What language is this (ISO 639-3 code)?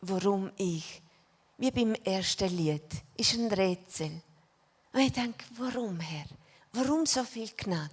gsw